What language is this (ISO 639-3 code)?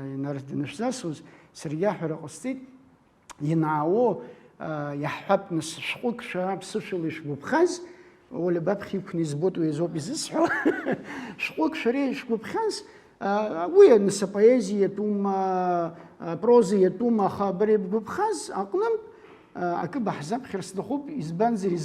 abk